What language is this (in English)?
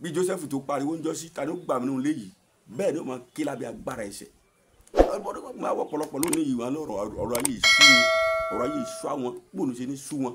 Yoruba